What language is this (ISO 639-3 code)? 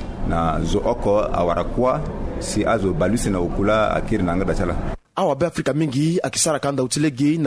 sag